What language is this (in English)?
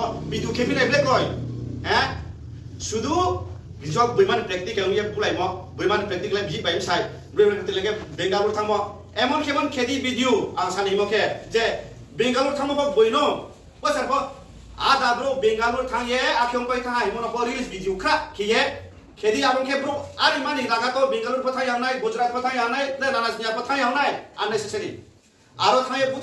Riang (India)